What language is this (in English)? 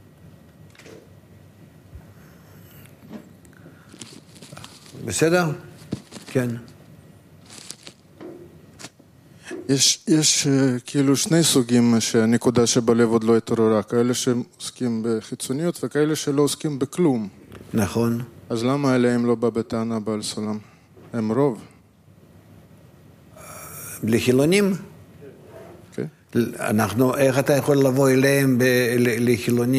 Hebrew